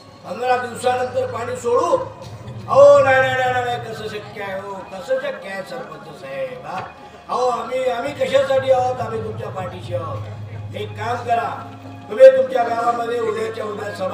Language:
Marathi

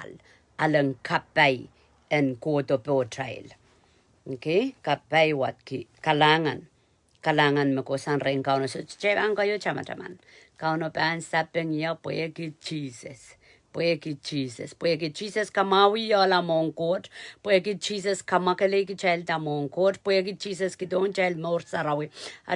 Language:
Pohnpeian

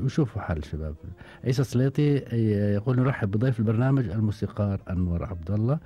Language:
Gulf Arabic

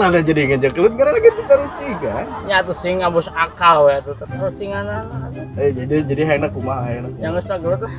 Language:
Sundanese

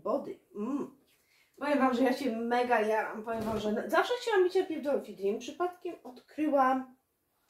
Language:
Polish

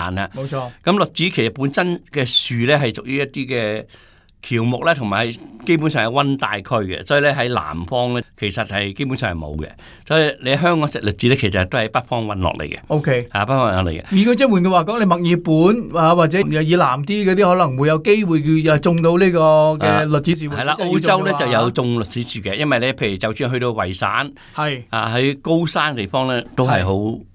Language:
Cantonese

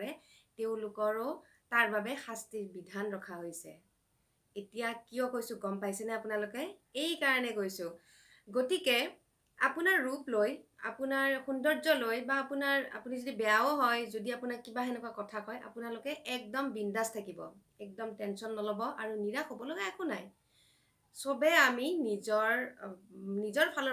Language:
Assamese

